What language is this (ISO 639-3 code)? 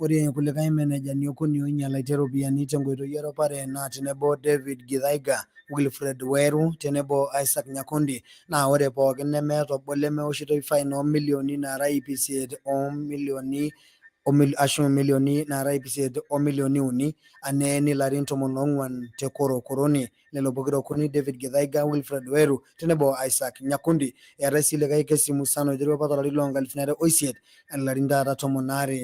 mas